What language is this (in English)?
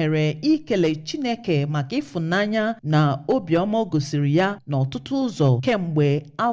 Igbo